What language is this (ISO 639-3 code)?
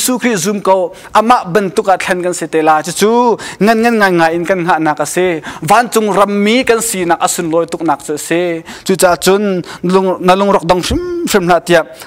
cnh